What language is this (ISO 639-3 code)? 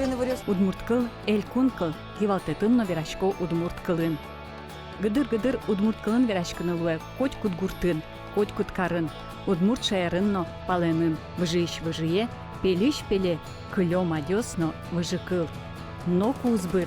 udm